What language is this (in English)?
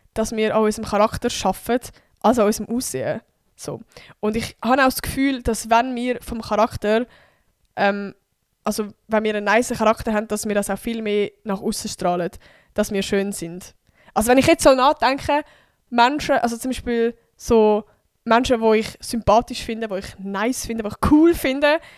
Swiss German